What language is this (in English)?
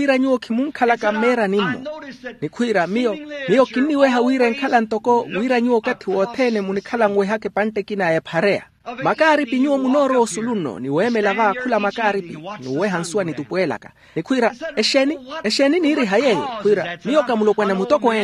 Makhuwa